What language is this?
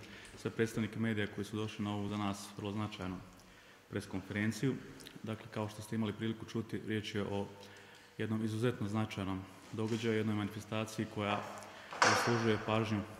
Bosnian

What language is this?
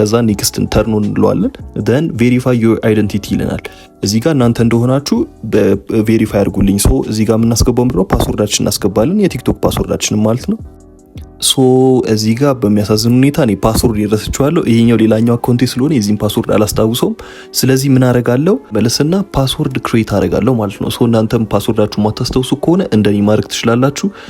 Amharic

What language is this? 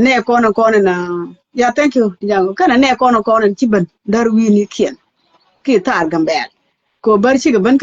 Nuer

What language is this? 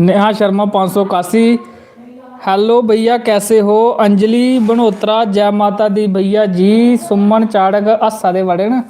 Dogri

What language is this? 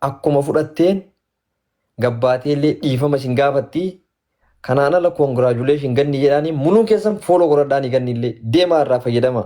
Oromo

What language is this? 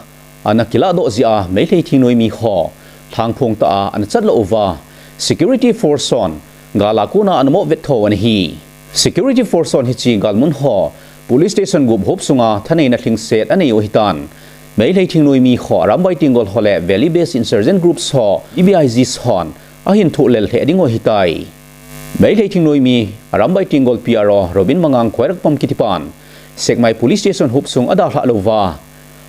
Thado Chin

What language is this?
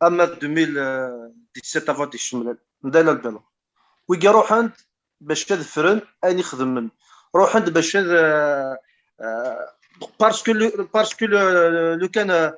Kabyle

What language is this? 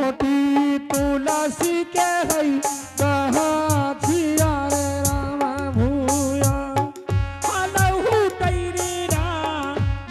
Angika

